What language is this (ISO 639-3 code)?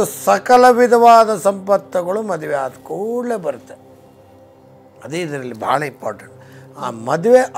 kan